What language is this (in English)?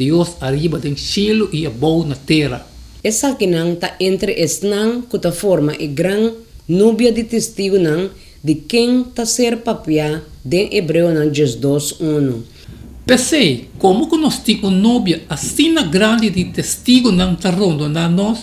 Papiamento